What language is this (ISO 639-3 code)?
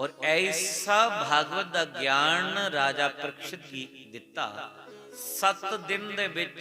doi